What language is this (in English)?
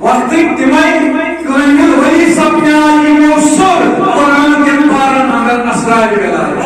Kashmiri